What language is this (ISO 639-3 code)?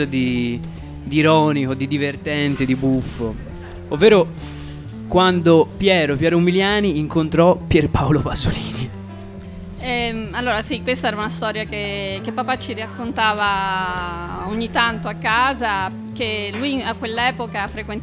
ita